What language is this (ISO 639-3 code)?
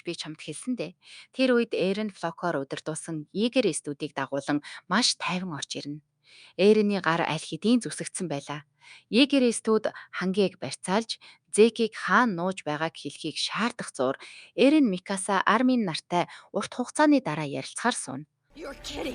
mon